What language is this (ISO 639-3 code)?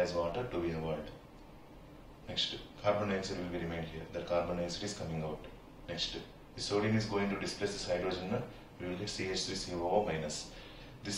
eng